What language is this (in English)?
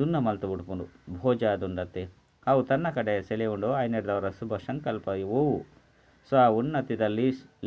Tulu